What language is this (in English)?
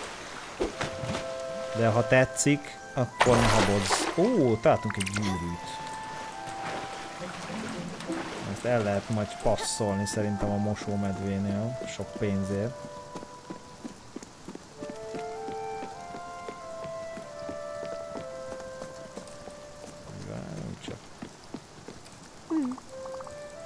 Hungarian